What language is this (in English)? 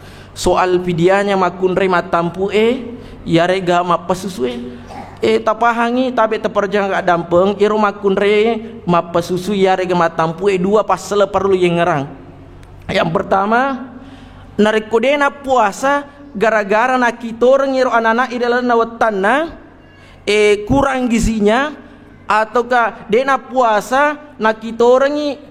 Buginese